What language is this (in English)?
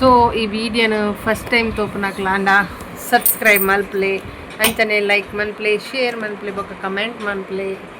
Tulu